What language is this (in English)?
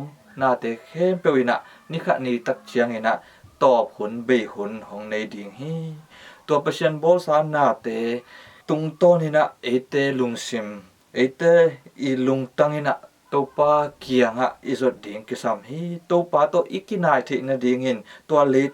Tedim Chin